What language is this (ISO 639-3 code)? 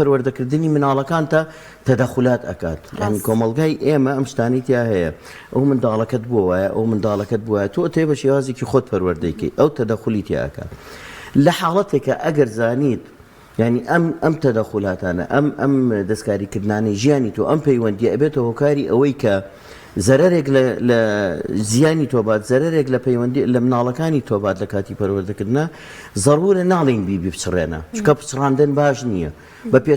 ckb